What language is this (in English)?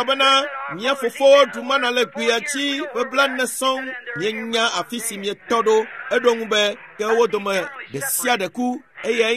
Ewe